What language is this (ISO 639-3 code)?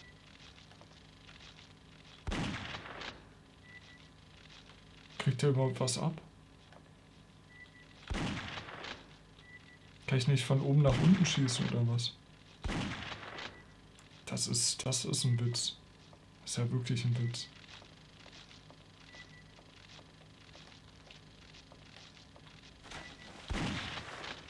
deu